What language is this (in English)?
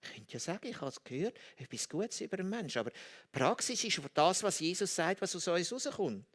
Swiss German